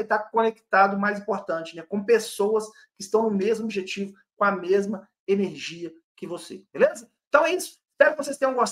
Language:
Portuguese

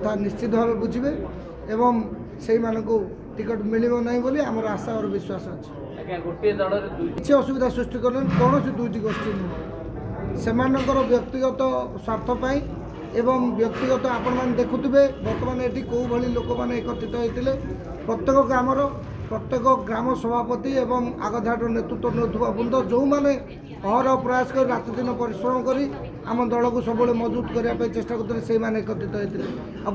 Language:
Odia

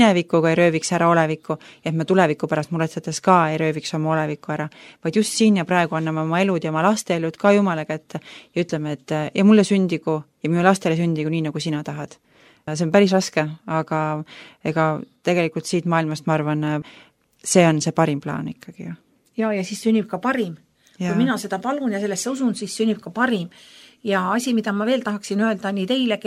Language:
Estonian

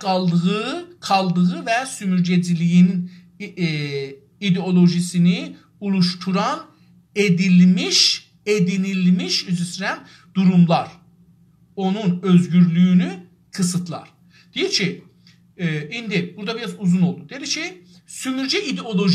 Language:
South Azerbaijani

